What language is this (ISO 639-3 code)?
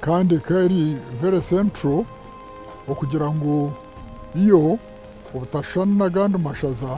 nyn